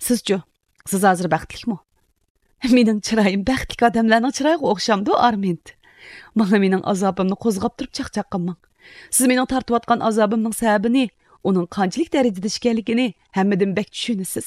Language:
Uyghur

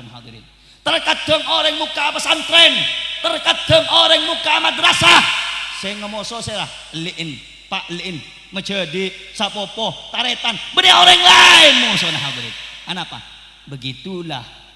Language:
Madurese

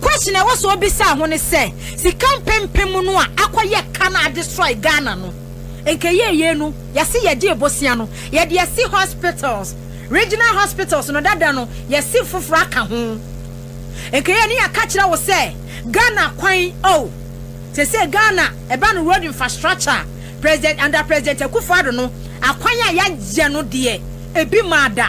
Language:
Akan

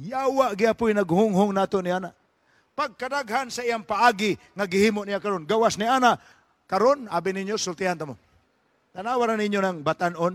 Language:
Cebuano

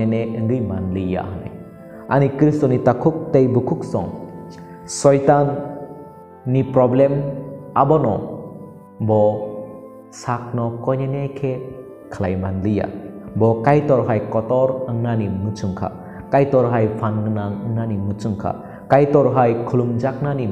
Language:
Kok Borok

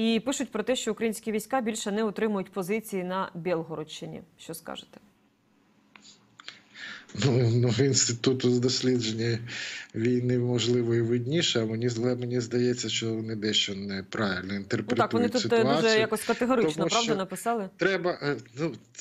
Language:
Ukrainian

